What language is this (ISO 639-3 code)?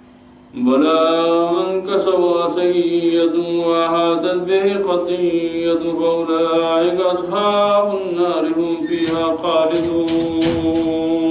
urd